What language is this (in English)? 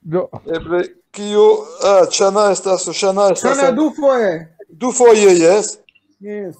Esperanto